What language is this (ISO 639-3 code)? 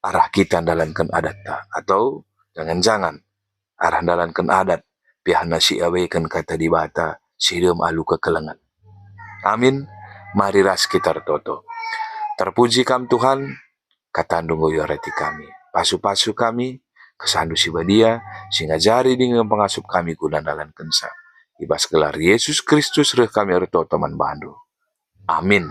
btx